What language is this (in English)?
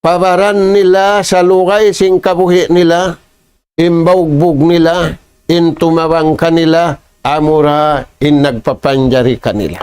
Tausug